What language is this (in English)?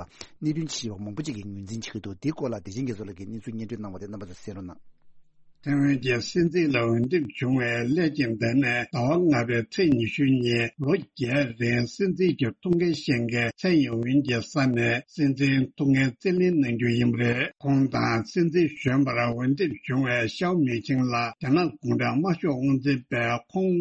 Tibetan